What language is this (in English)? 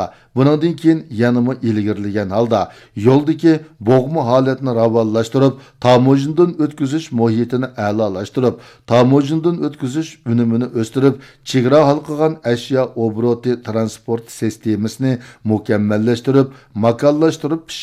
Uyghur